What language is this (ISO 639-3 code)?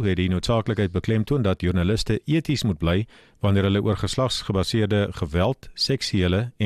afr